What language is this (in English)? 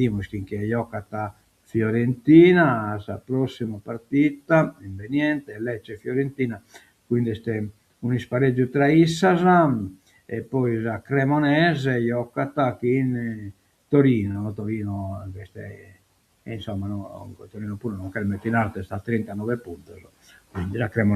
Sardinian